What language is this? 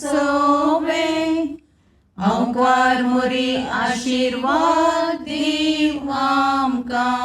Konkani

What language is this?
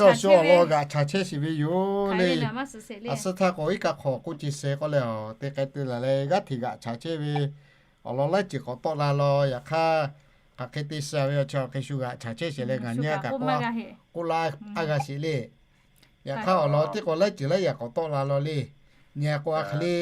Lahu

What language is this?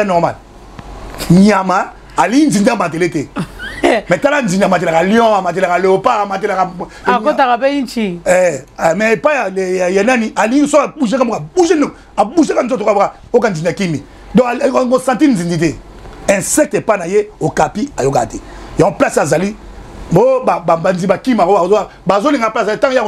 Lingala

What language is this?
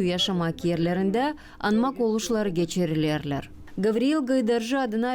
Gagauz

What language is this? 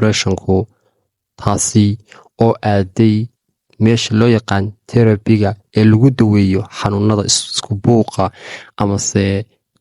Somali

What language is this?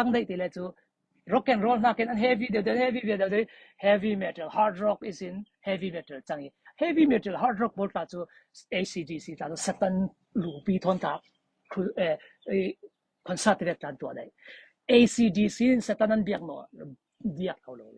Falam Chin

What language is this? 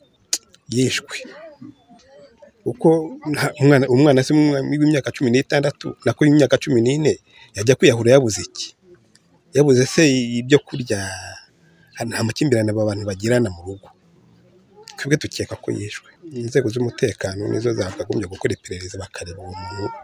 Kinyarwanda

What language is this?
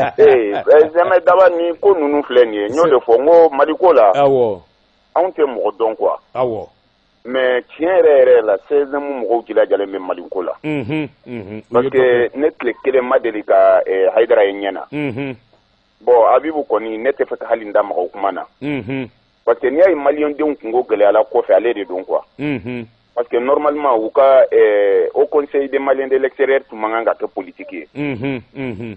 Bambara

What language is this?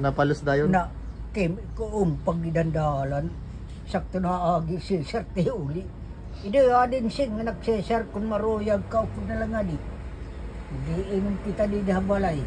Waray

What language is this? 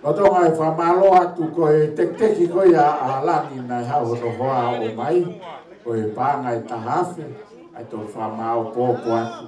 Tongan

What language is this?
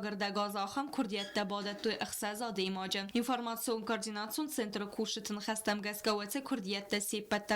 Ossetic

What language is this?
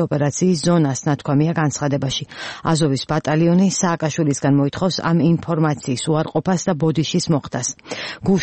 Georgian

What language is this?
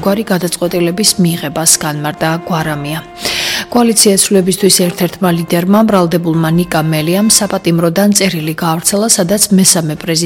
Georgian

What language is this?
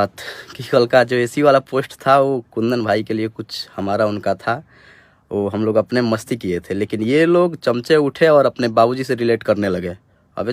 Bhojpuri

